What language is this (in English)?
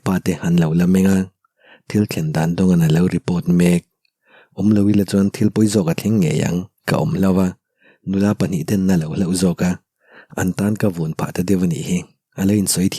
Mizo